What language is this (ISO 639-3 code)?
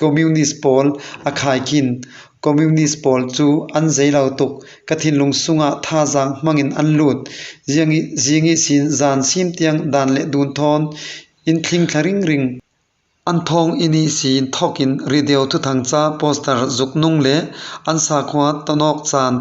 cfm